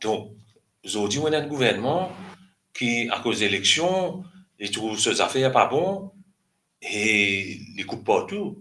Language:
Morisyen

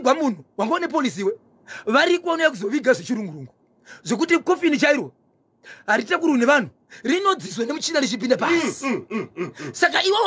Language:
Shona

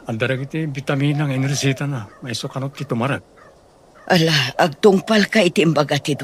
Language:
Iloko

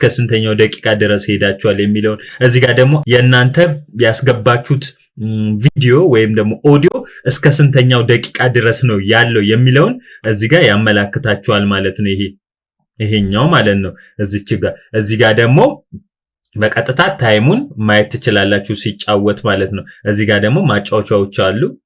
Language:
Amharic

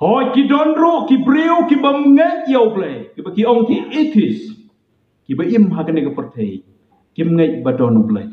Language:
Khasi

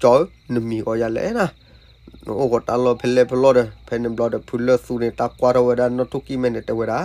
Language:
S'gaw Karen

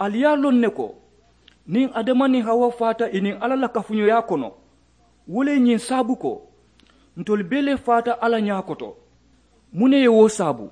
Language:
Mandingo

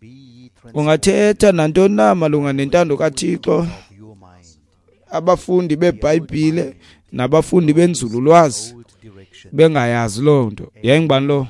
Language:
Xhosa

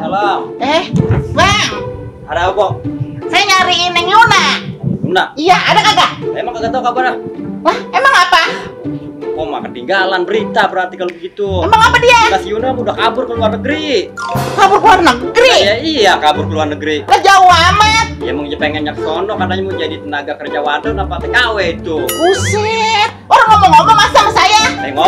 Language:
Betawi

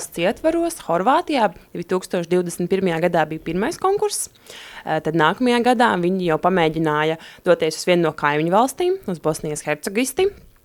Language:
Latvian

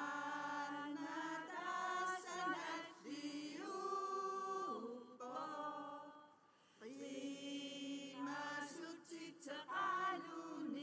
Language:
Kalaallisut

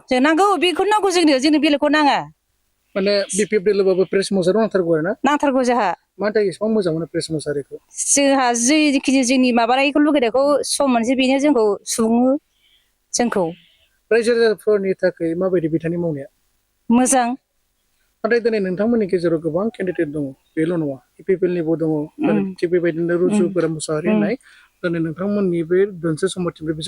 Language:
Bodo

